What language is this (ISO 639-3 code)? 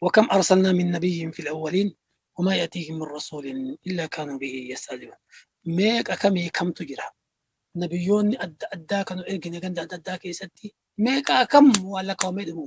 orm